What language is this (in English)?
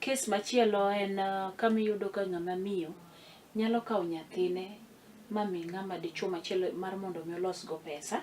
Luo (Kenya and Tanzania)